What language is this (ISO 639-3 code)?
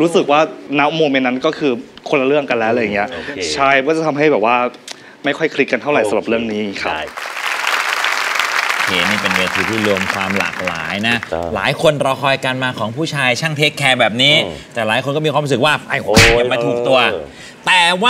tha